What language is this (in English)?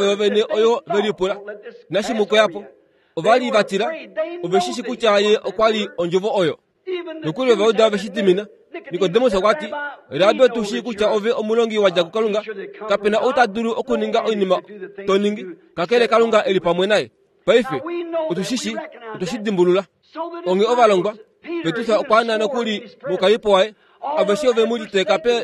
Kuanyama